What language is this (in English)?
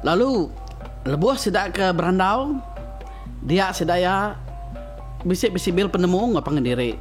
Iban